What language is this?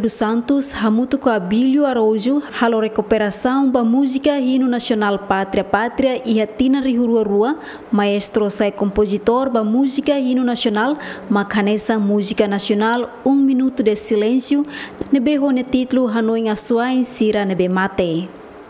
Tetum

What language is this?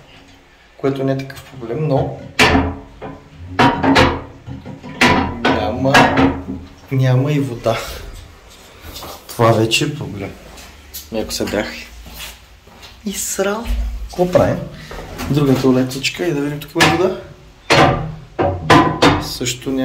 Bulgarian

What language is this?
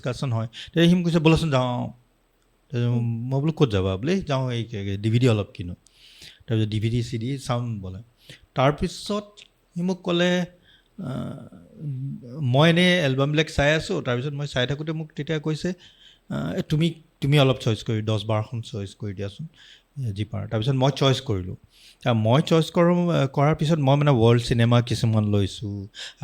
Assamese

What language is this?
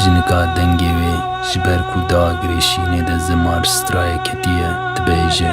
Kurdish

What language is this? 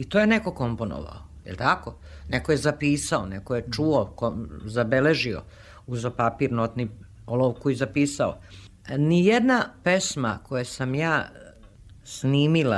Serbian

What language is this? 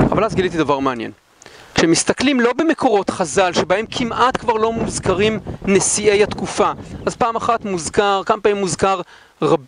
Hebrew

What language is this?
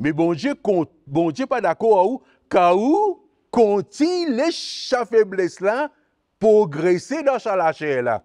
Morisyen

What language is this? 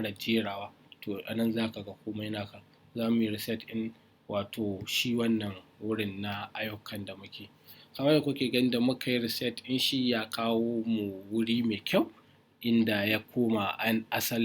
Hausa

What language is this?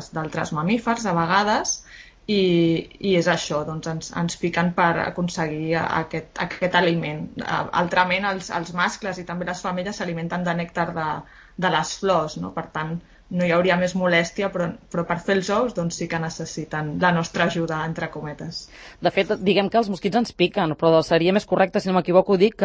Catalan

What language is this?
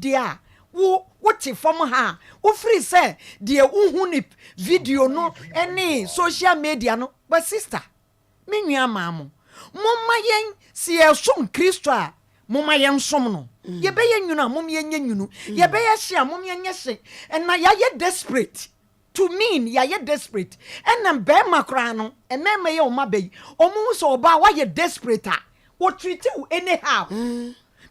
Akan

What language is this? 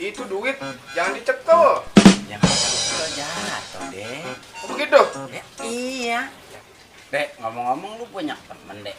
Betawi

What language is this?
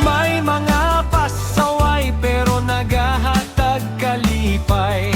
Hiligaynon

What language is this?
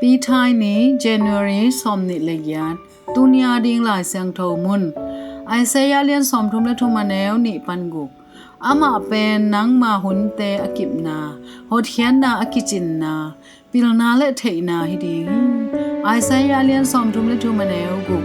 Tedim Chin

